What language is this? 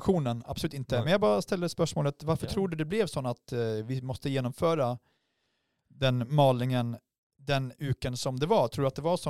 Swedish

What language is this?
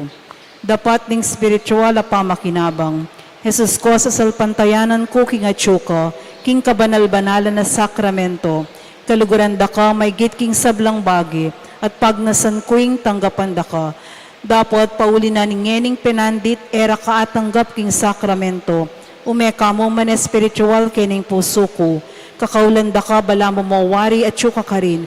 Pampanga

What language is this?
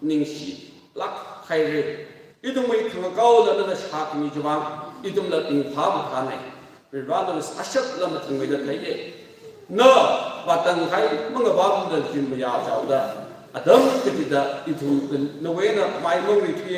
Tangkhul Naga (India)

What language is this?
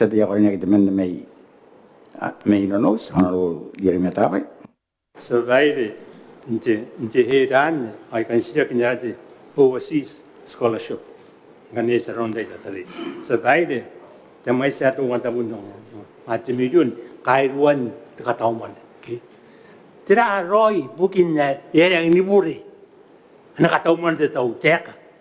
Gilbertese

